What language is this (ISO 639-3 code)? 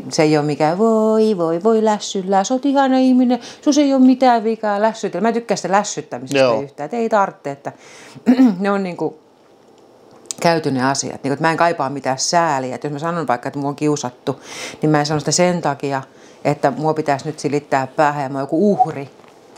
fin